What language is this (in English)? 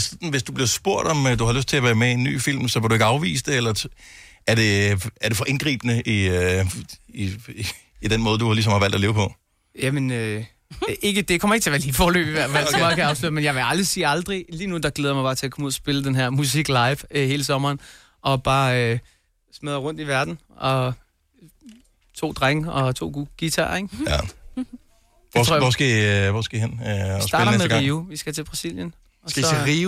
Danish